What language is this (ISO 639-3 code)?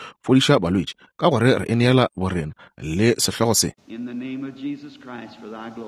nso